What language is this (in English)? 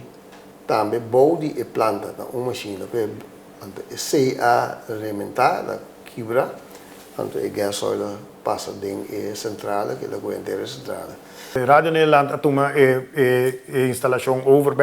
Papiamento